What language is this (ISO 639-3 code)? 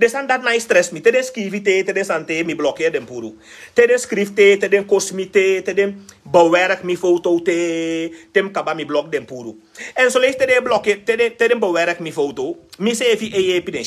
srn